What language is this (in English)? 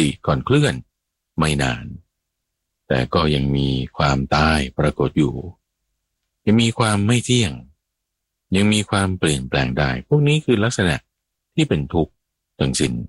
Thai